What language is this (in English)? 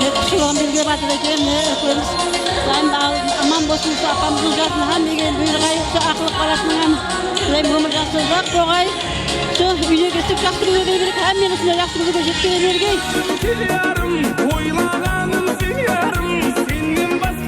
Kara-Kalpak